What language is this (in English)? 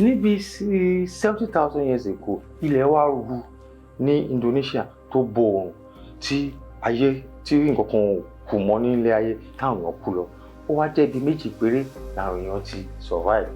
Yoruba